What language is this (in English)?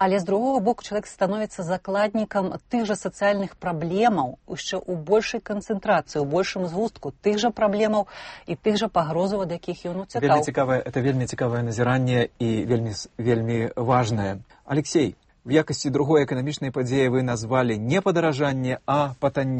Belarusian